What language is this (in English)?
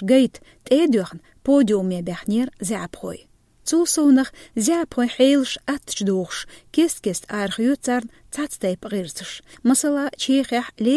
Chechen